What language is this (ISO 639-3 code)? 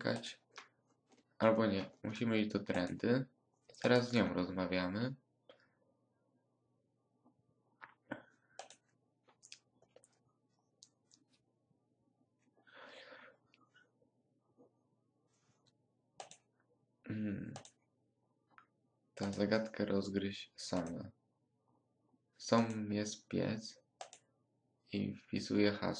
pol